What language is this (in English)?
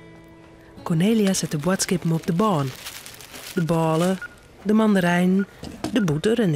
Western Frisian